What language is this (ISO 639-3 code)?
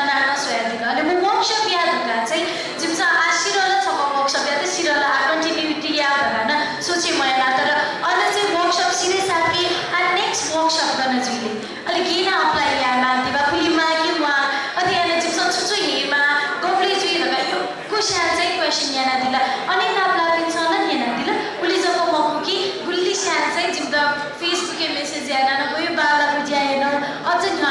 new